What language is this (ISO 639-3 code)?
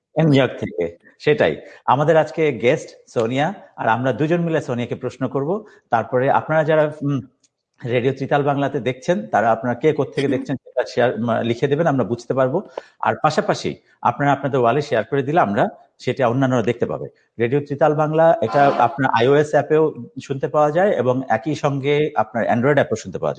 ben